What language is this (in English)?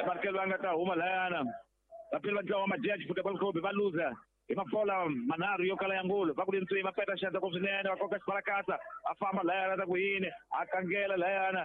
Tsonga